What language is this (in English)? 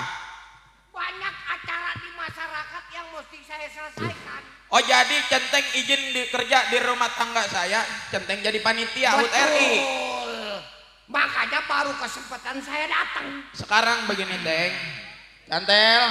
Betawi